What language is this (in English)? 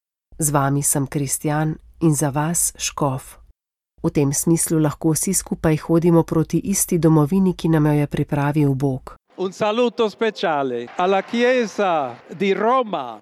Slovenian